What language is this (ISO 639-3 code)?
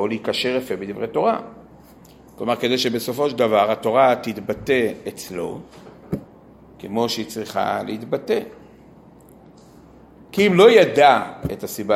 heb